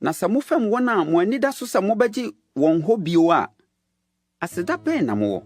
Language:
Akan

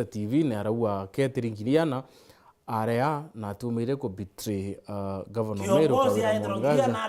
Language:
Meru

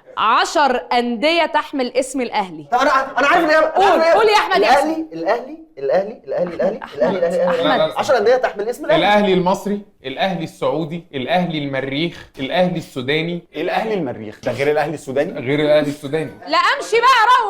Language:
Egyptian Arabic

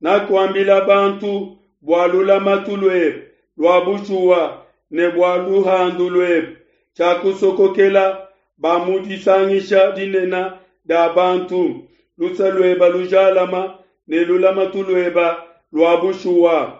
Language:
Luba-Lulua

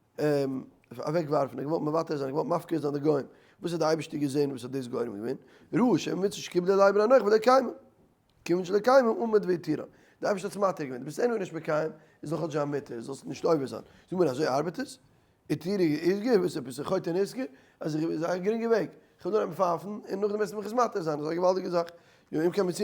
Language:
Yiddish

